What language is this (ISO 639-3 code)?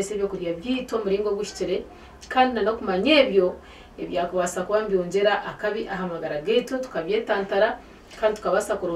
nyn